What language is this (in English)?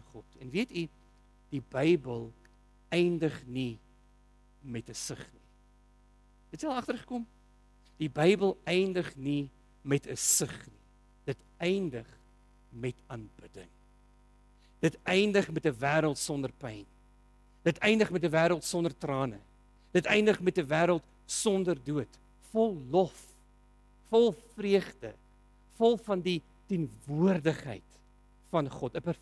Afrikaans